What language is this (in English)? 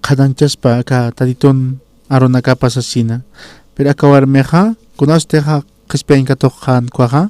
Aymara